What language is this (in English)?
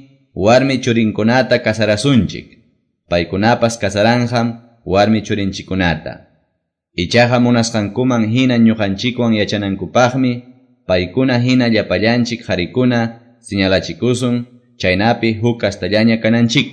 Quechua